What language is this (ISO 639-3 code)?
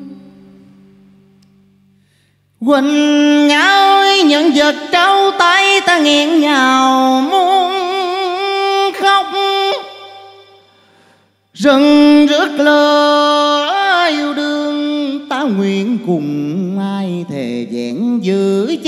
vie